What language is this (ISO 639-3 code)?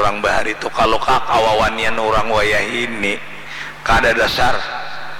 bjn